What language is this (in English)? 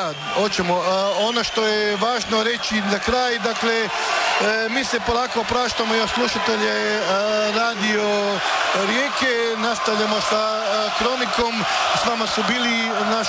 Croatian